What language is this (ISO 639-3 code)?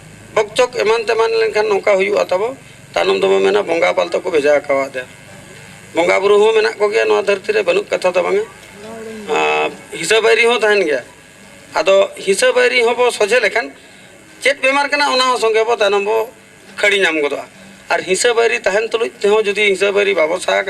sat